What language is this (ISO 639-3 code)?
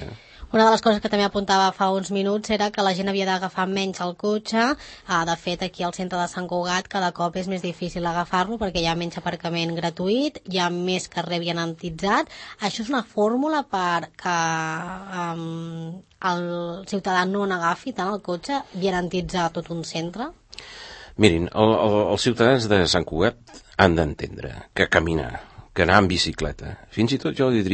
cat